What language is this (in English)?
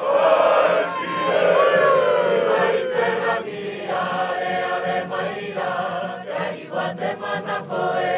Māori